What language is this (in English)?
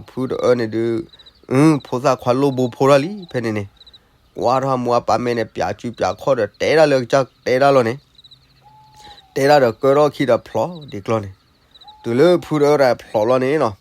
S'gaw Karen